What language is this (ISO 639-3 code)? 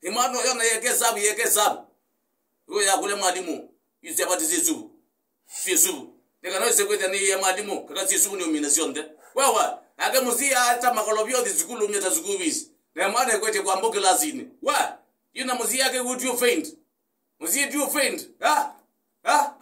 kam